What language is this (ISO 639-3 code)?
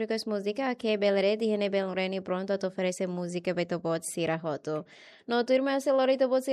tet